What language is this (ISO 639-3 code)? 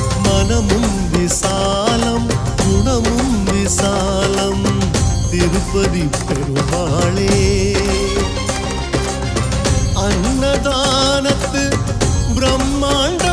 tam